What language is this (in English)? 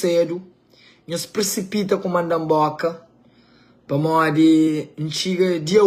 Kabuverdianu